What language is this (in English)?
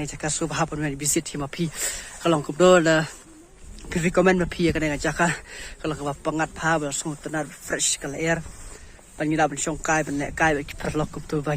Khasi